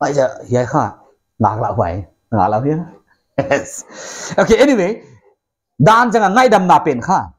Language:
Paite Chin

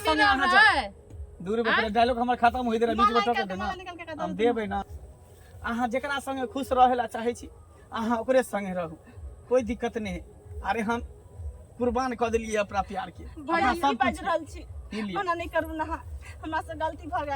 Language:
Maithili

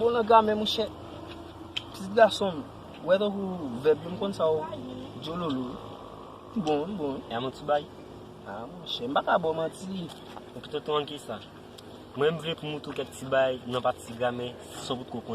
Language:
Haitian Creole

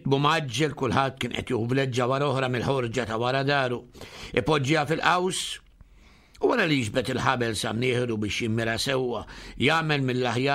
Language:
Maltese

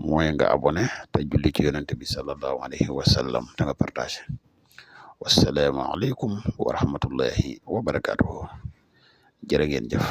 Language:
Wolof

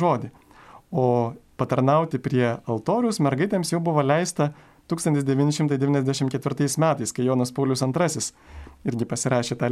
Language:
Lithuanian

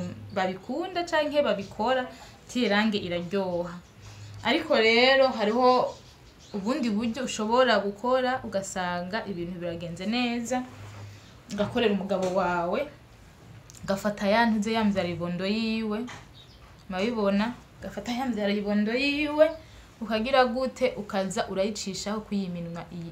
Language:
Rundi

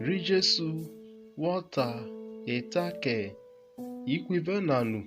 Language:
Urhobo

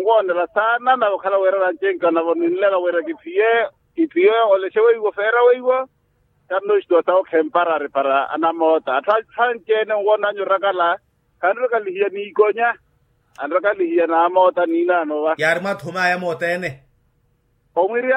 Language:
Makhuwa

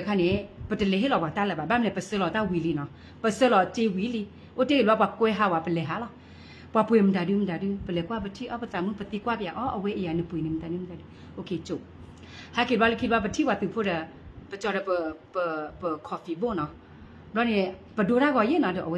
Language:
S'gaw Karen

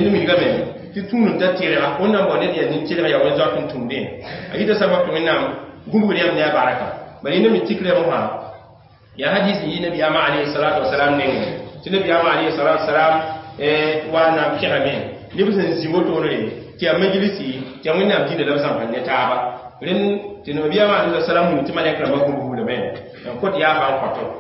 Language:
Mossi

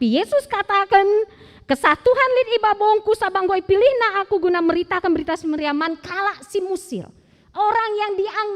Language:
Batak Karo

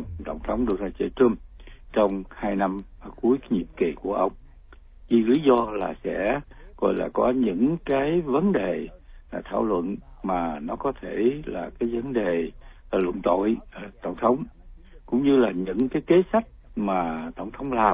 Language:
Vietnamese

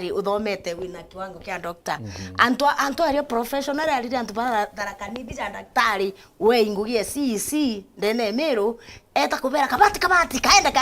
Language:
Meru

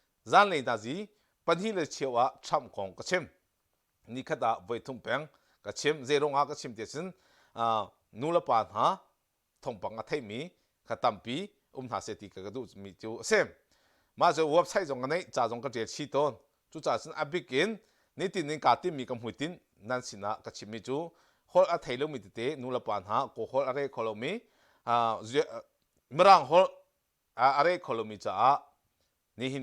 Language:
Hakha Chin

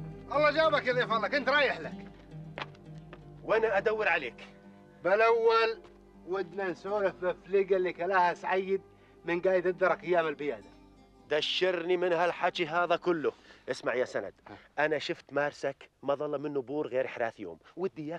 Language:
South Levantine Arabic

